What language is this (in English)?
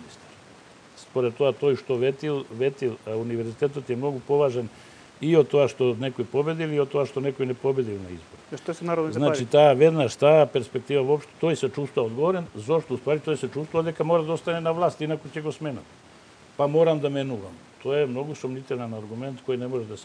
Macedonian